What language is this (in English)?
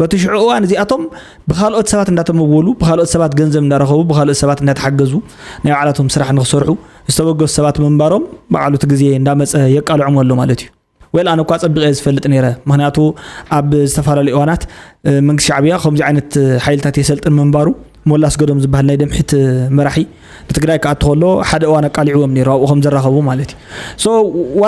Tigrinya